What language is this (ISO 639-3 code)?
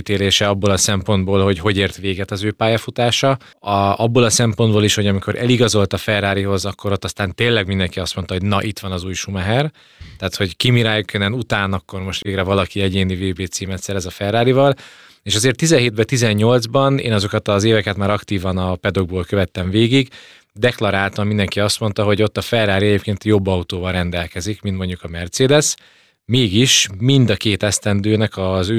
hun